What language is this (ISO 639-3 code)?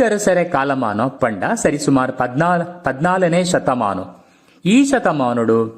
tcy